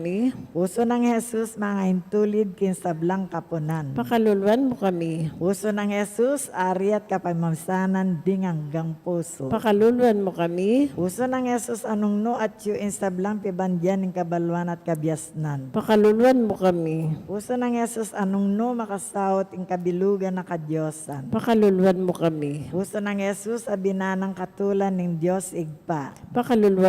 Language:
Pampanga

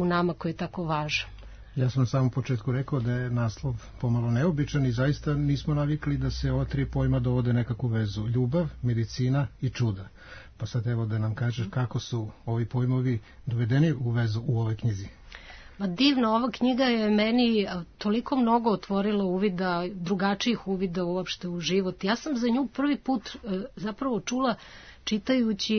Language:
Serbian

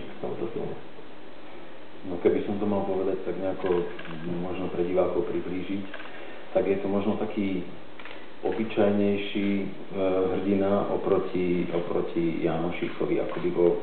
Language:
Slovak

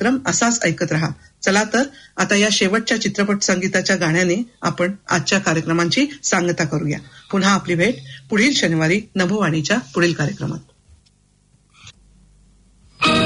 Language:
Marathi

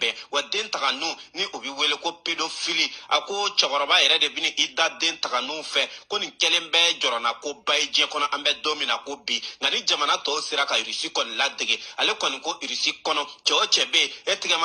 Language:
Bambara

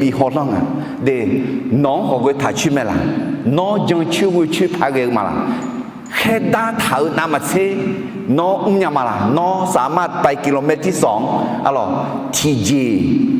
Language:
Akha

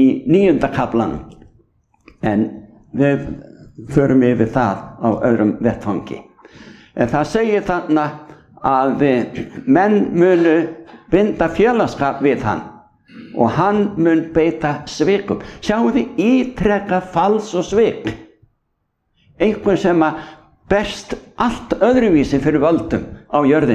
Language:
Icelandic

